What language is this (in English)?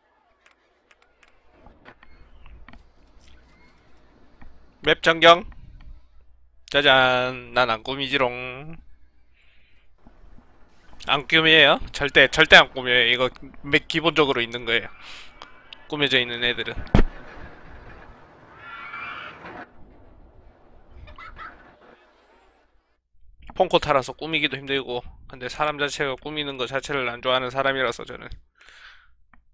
Korean